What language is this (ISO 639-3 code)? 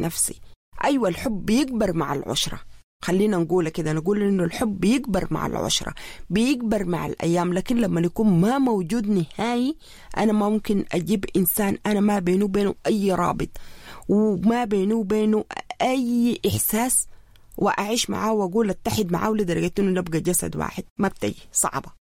apd